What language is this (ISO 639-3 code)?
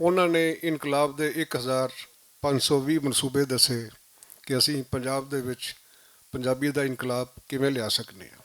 lah